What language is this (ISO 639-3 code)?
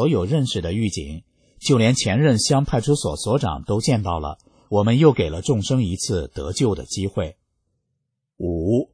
zho